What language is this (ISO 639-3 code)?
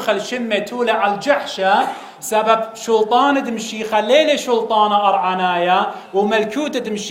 aii